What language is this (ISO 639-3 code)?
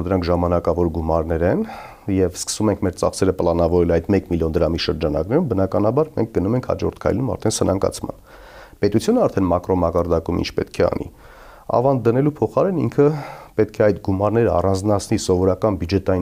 hye